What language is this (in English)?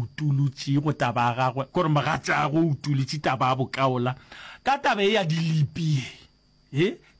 Northern Sotho